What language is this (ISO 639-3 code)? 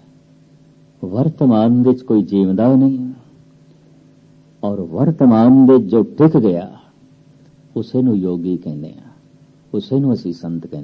pan